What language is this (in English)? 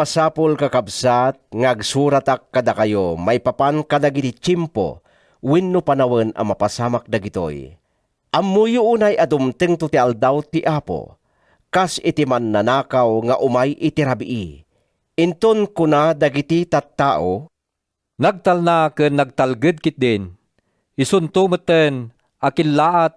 Iloko